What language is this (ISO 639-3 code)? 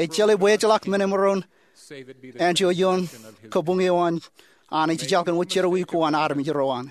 mah